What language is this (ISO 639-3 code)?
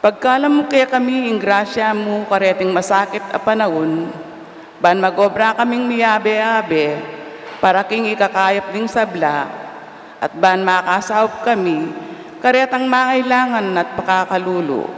pam